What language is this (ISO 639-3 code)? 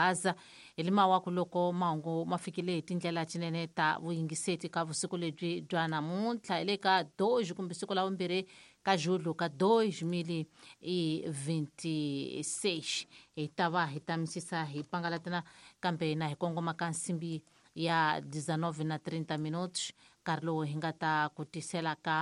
tso